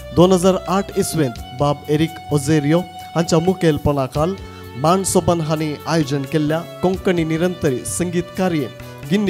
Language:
Konkani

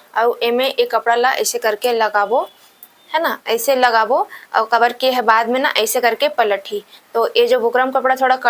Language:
Chhattisgarhi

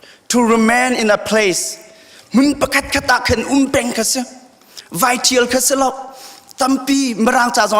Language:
Hakha Chin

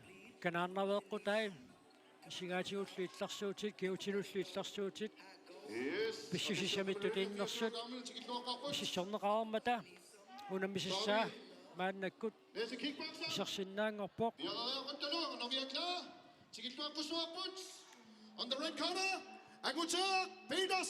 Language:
Kalaallisut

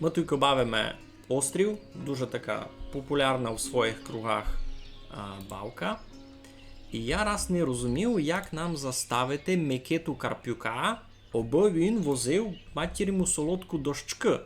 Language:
Rusyn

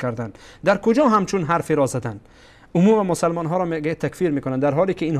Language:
Persian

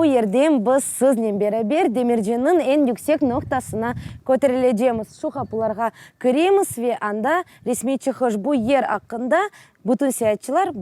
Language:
Crimean Tatar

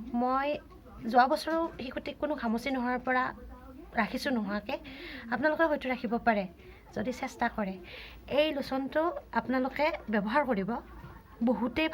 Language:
Assamese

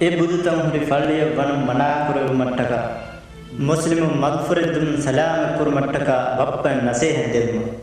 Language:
Divehi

